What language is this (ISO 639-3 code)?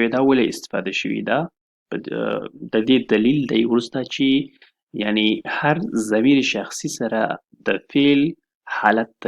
pus